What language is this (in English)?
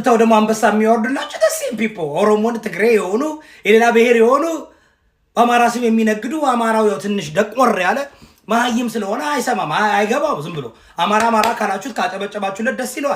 Amharic